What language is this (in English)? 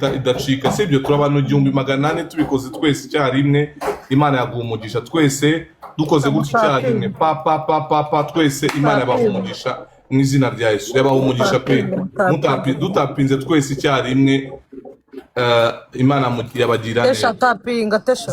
Kinyarwanda